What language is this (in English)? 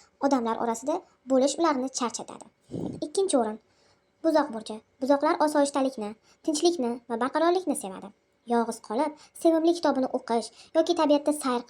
Uzbek